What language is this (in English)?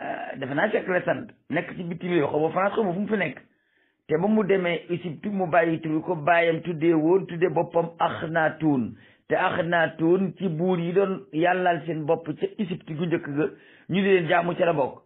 Wolof